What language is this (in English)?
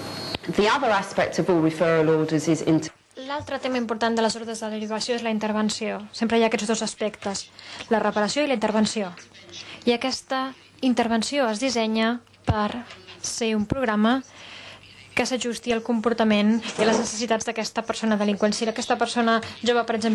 Catalan